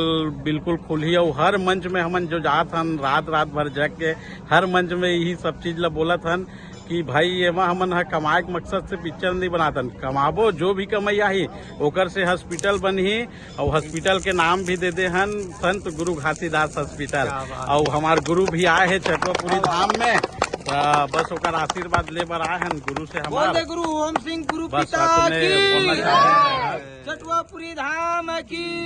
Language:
Chhattisgarhi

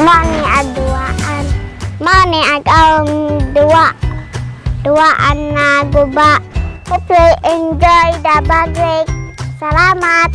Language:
Cebuano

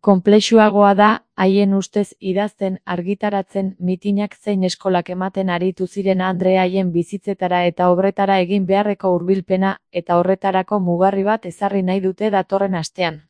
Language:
Basque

